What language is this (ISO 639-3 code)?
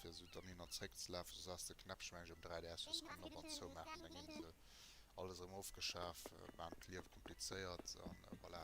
ltz